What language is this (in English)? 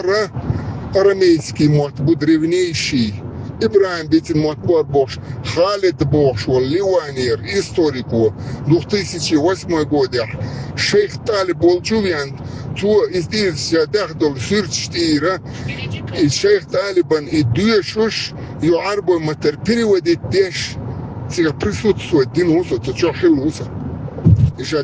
Chechen